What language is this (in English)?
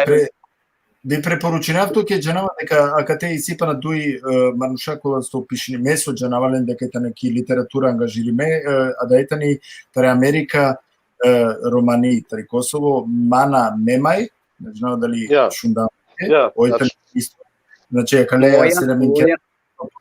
Balkan Romani